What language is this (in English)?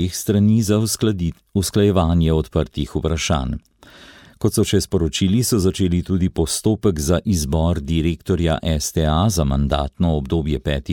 Slovenian